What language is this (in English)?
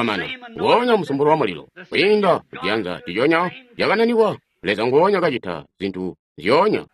Tonga (Zambia)